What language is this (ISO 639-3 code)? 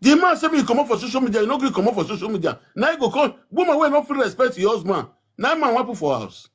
pcm